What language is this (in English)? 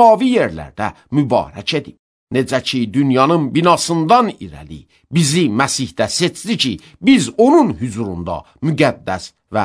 Azerbaijani